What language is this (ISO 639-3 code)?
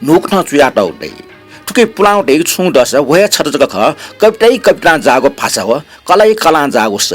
new